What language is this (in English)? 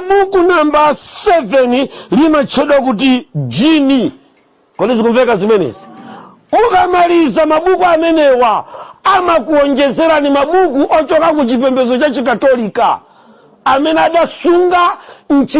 Nyanja